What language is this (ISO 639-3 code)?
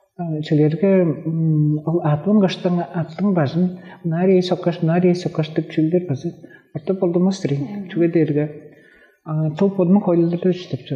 tyv